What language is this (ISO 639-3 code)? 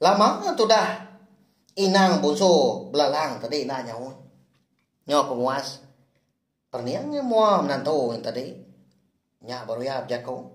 iba